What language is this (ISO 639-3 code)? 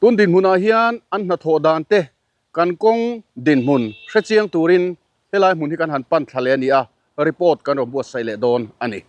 lus